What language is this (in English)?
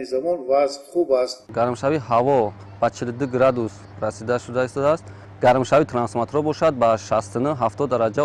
Tajik